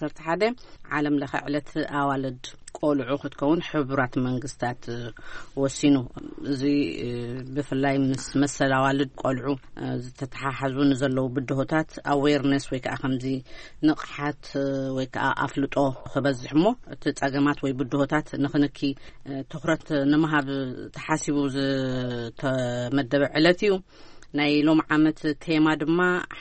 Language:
Tigrinya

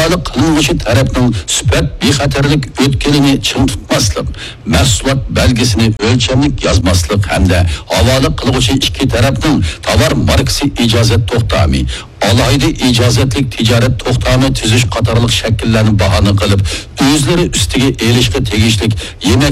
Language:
Uyghur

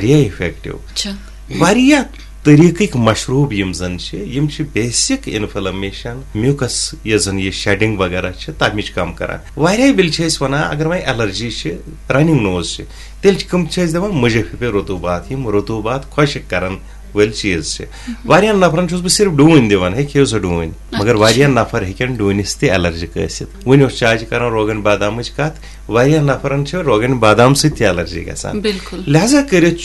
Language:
Kashmiri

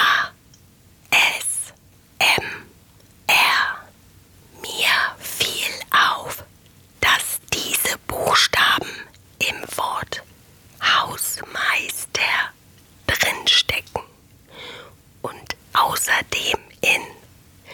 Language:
German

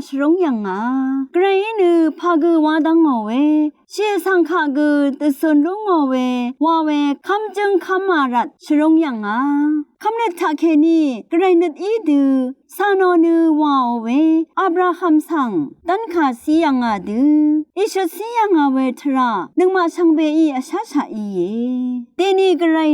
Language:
Rawang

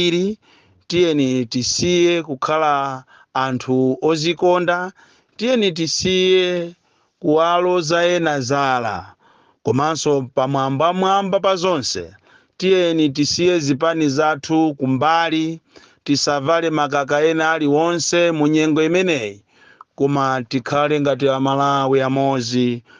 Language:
Nyanja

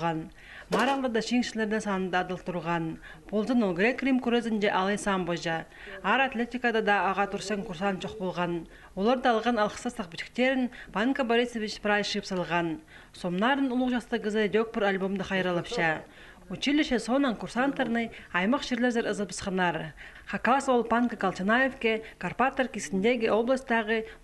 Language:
Khakas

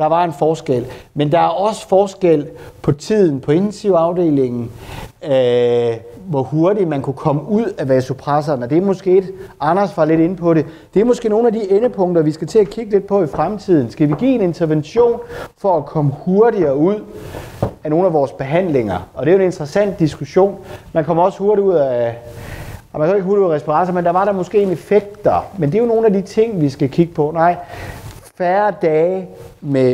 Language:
Danish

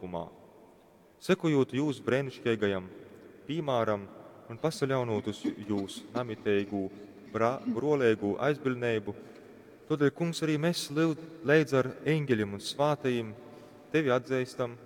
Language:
Latgalian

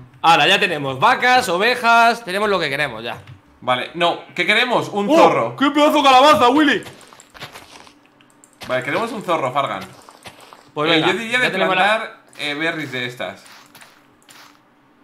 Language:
Spanish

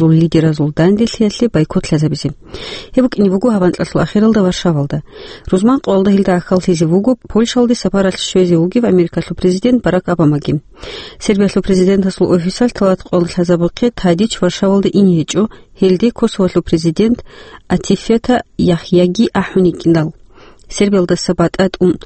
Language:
Avaric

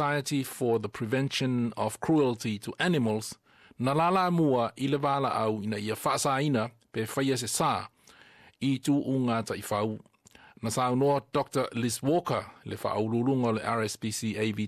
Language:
Samoan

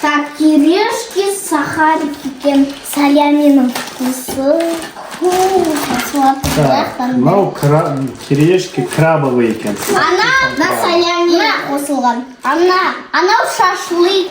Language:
Kazakh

